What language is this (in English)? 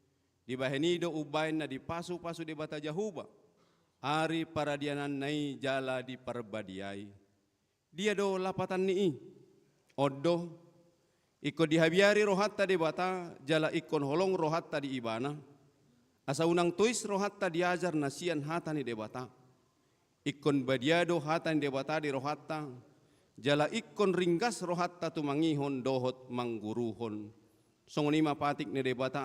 Batak Toba